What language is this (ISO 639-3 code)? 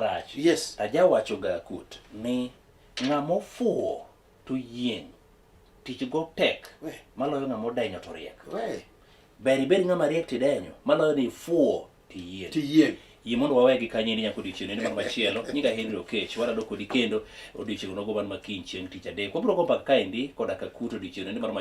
luo